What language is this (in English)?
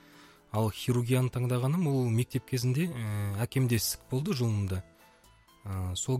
Kazakh